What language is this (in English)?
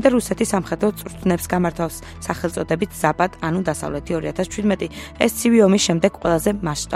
Georgian